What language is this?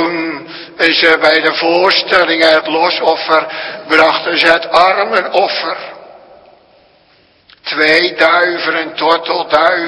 Dutch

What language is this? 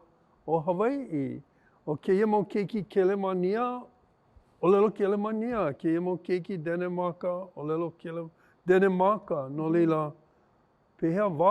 Hawaiian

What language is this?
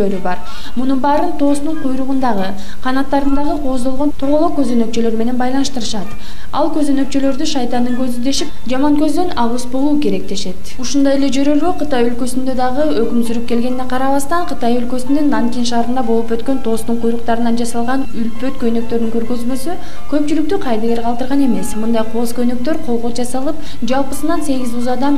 Kyrgyz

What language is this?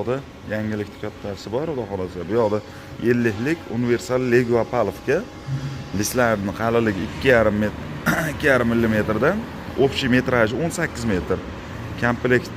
Uzbek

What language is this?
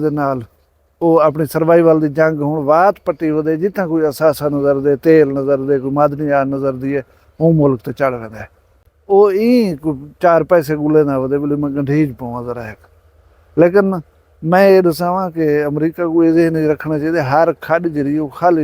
Saraiki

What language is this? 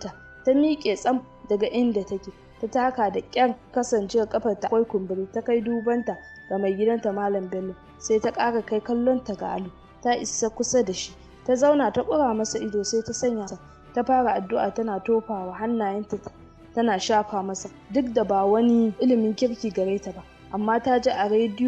Hausa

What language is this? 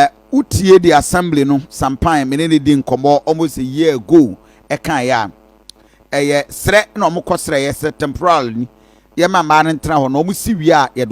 Akan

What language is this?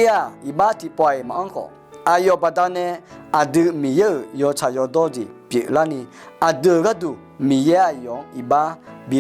Akha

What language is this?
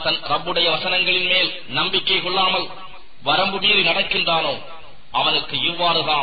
Tamil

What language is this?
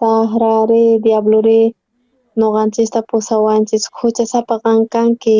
South Bolivian Quechua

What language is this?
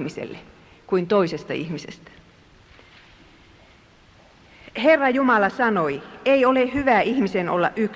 Finnish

